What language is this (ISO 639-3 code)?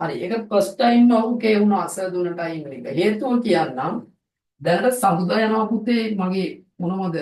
sin